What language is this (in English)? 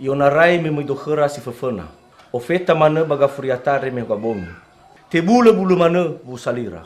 Nias